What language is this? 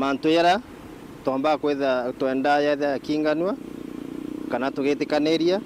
Meru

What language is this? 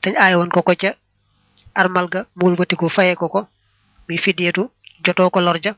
Wolof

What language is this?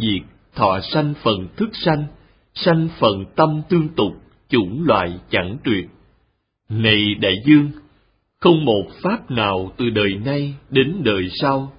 Vietnamese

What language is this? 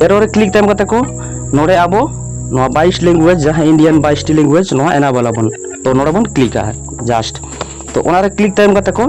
Santali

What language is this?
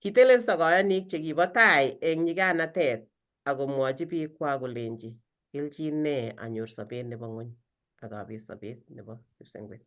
Kalenjin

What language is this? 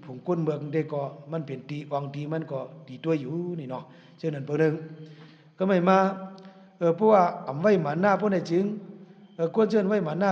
Shan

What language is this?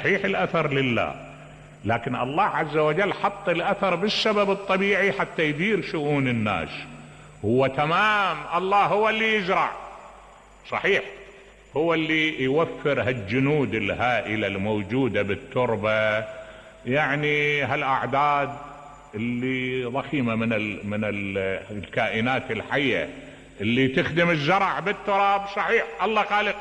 Mesopotamian Arabic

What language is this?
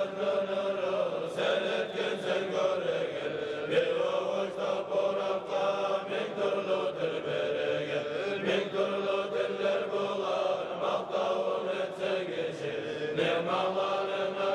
Kumyk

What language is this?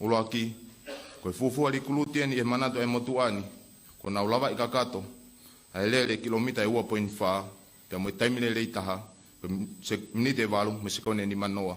Tongan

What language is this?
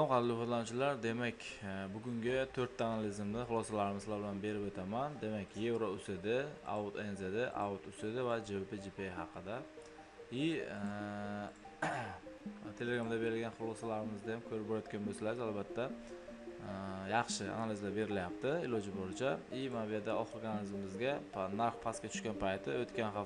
Uzbek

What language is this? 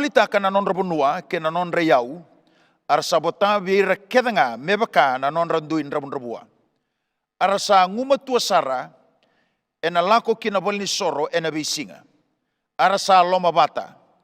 Fijian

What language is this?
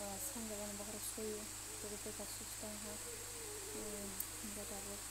Kok Borok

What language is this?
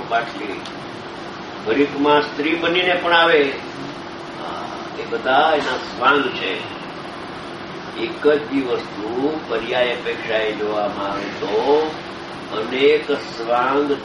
Gujarati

